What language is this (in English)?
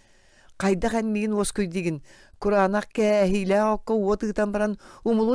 Yakut